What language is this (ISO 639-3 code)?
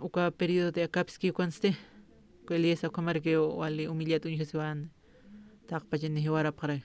aym